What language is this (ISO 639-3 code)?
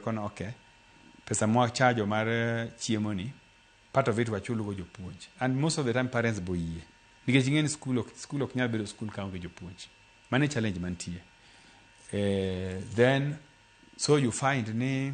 luo